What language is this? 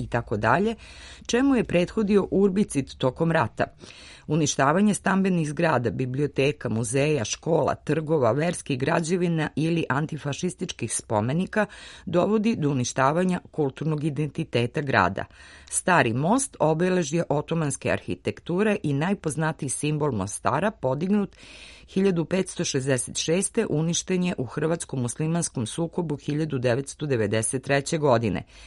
Serbian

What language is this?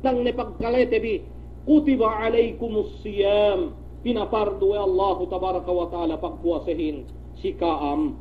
Yakan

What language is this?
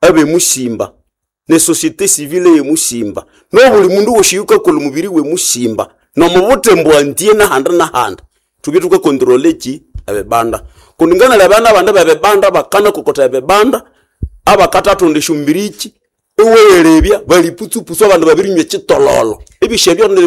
Nande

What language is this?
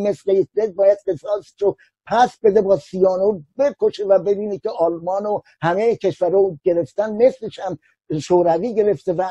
Persian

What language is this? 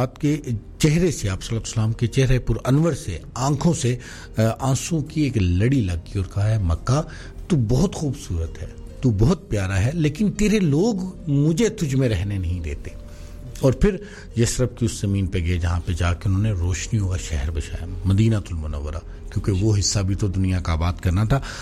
Urdu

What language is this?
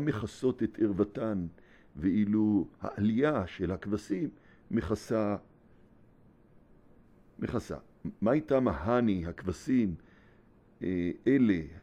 Hebrew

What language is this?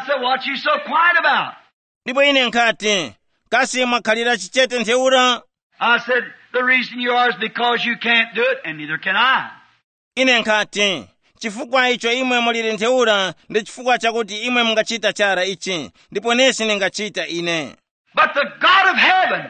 Tumbuka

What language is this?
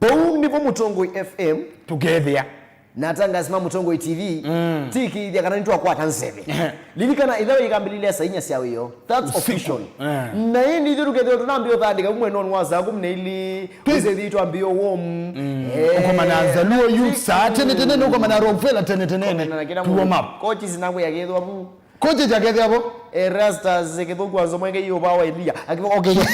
Kamba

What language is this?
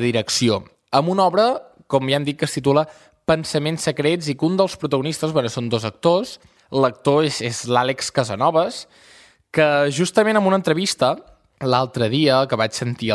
Catalan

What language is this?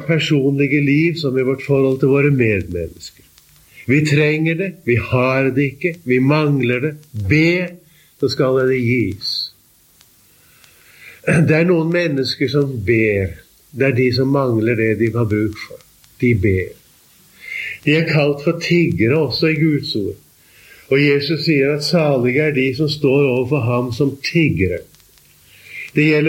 Norwegian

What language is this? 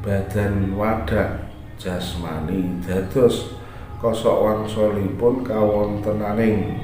Javanese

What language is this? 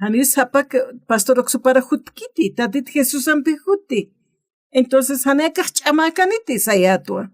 Aymara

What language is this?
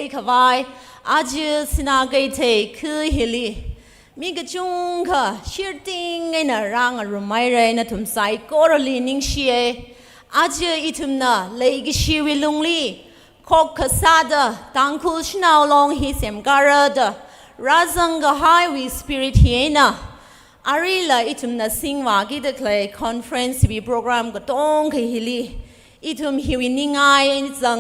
Tangkhul Naga (India)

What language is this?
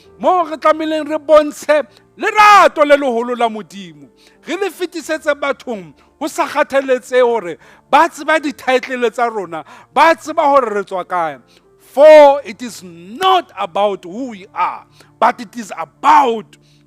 Southern Sotho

